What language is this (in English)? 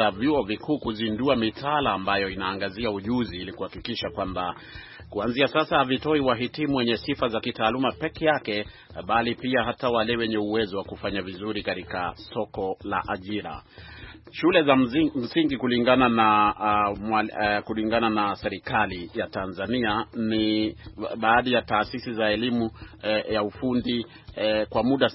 Swahili